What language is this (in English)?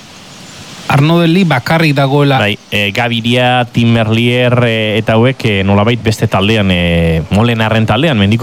Basque